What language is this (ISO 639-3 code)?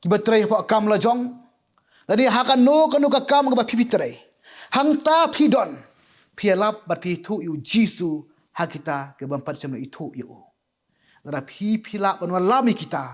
kha